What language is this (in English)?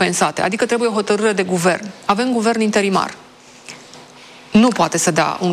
Romanian